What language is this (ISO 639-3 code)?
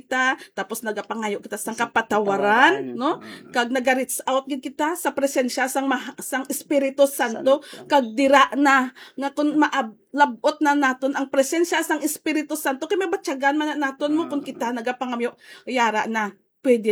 hil